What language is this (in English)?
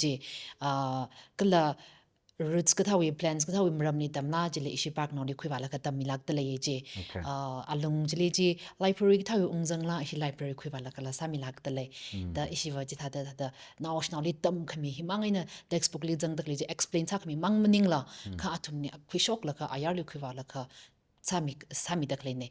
Tangkhul Naga (India)